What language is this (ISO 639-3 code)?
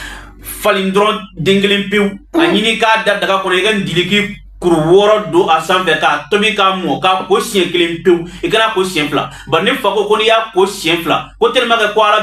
bam